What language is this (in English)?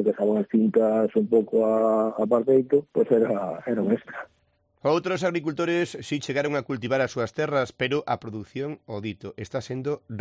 Galician